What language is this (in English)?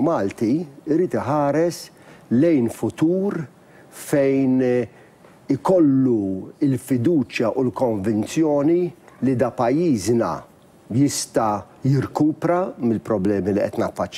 Maltese